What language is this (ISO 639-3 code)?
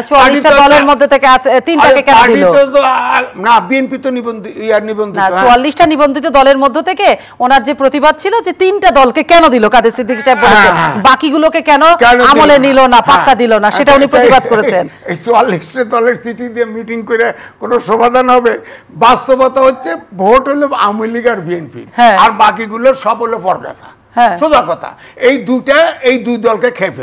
ben